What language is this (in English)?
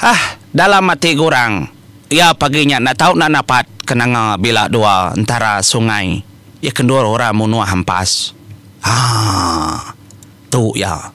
Iban